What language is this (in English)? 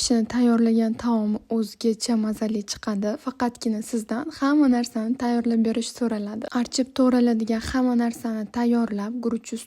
Uzbek